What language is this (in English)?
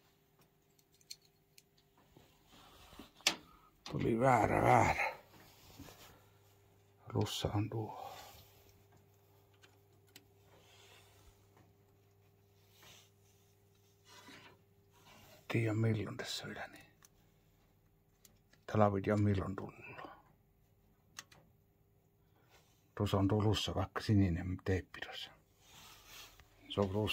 Finnish